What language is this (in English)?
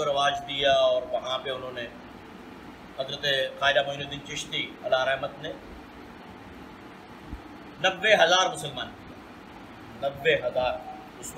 Urdu